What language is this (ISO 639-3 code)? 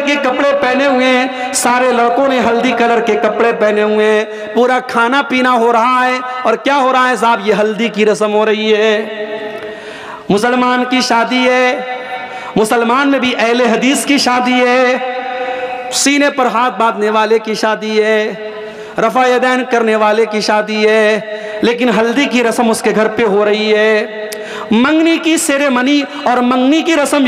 urd